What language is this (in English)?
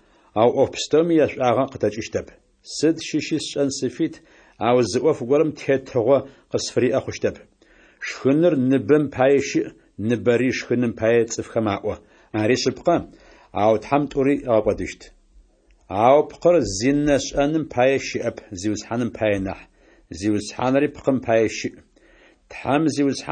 Adyghe